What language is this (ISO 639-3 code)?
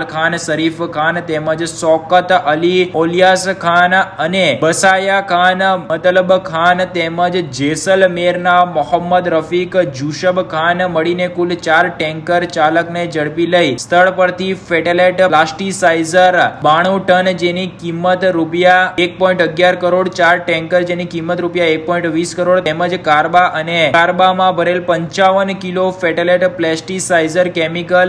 guj